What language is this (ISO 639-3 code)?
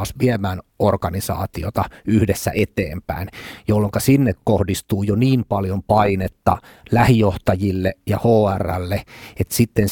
fin